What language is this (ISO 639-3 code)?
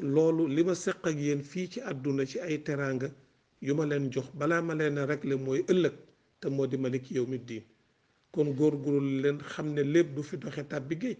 wol